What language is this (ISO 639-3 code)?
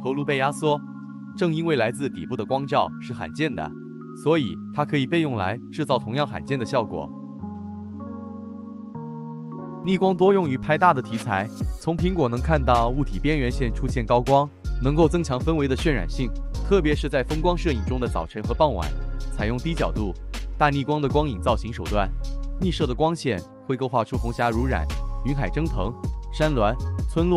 zho